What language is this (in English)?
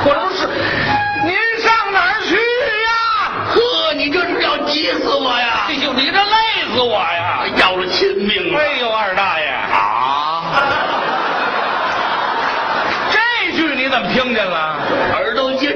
Chinese